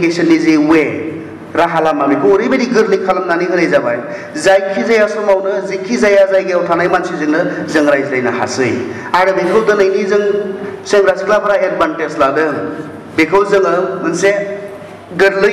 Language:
Bodo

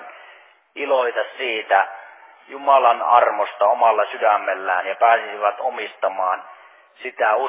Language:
Finnish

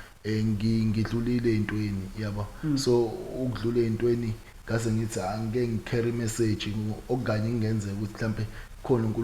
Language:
Zulu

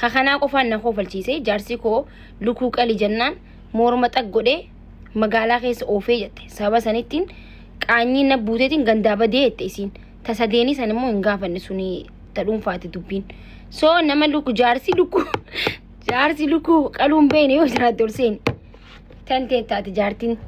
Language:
Oromo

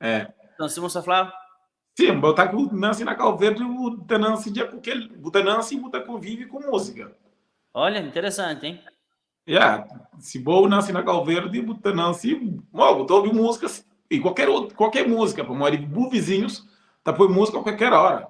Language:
Kabuverdianu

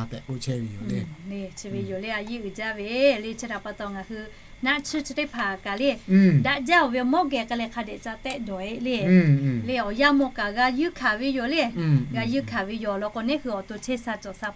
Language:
Lahu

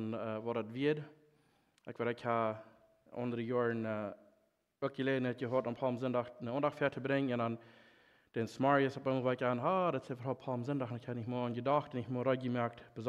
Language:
Plautdietsch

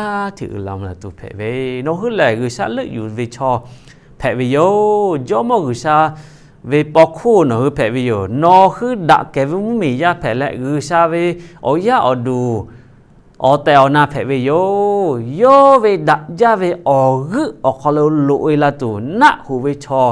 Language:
Lahu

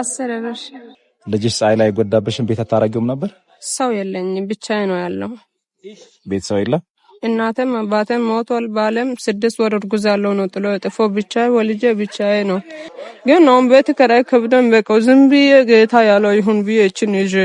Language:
Amharic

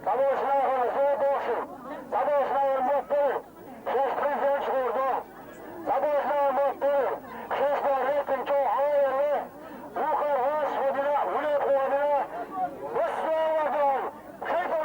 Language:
Chechen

